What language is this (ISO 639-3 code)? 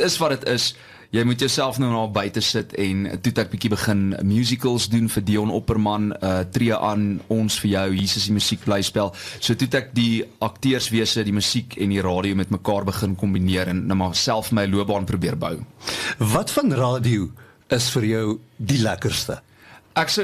afr